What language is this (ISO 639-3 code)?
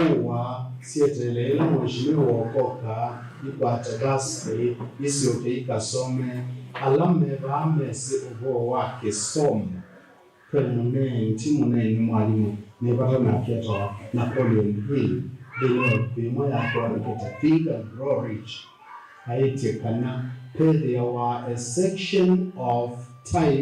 kam